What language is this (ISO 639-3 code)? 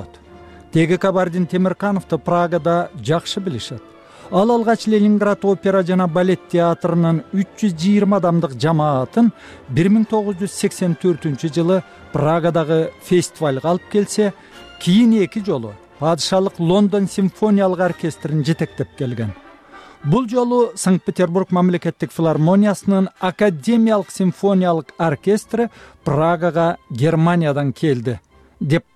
kir